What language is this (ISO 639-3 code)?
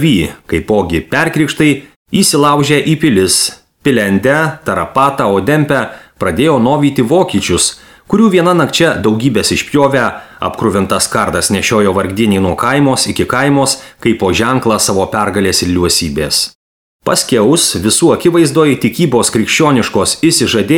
lit